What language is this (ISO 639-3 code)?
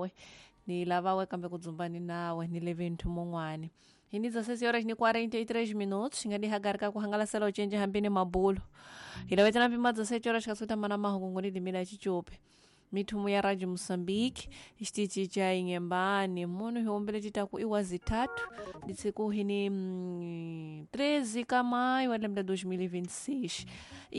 tso